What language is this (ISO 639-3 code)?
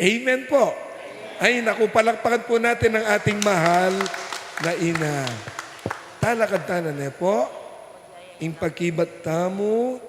pam